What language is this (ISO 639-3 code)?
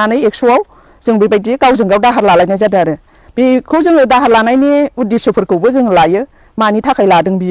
brx